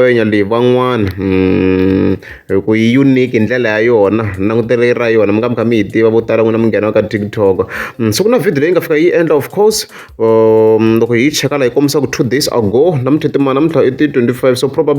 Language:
Tsonga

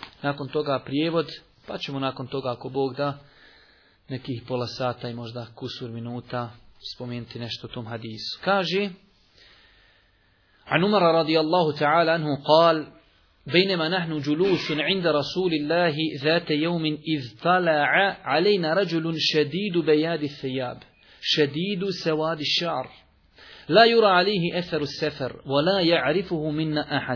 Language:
Bosnian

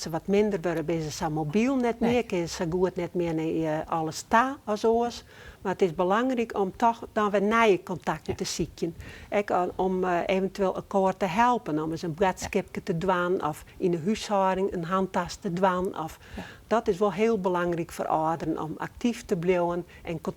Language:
Western Frisian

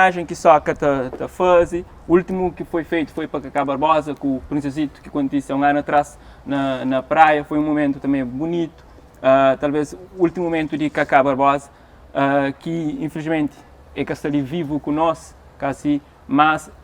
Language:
Kabuverdianu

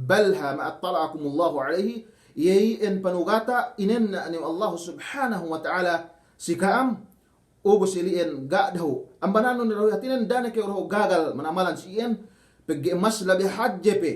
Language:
Yakan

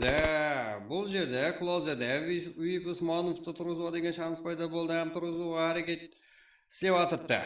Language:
Kara-Kalpak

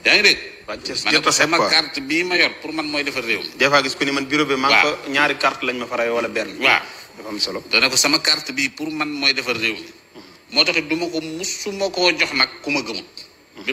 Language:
Wolof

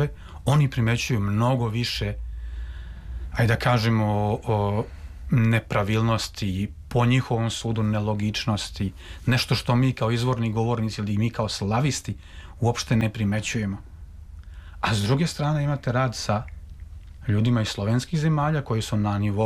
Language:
Serbian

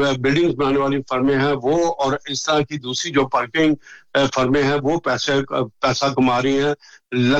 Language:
Urdu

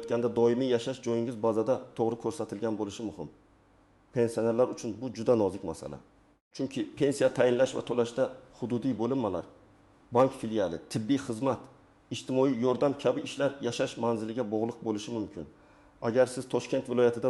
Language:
Uzbek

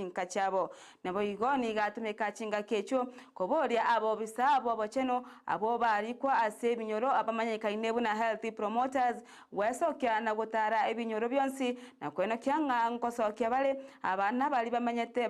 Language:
Gusii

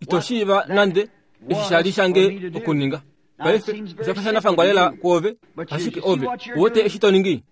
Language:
Kuanyama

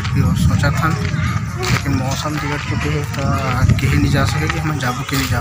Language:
Chhattisgarhi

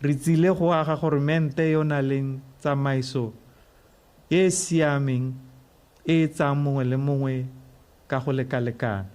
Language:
Tswana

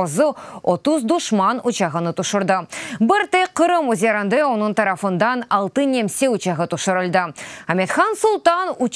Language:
Crimean Tatar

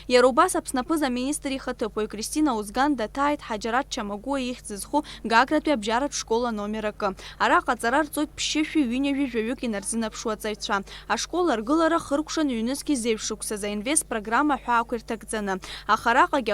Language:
Abkhazian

